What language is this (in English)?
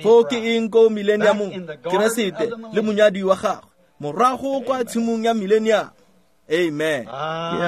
Tswana